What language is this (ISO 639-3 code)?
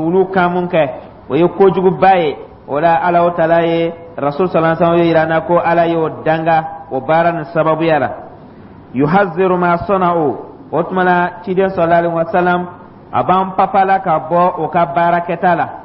dyu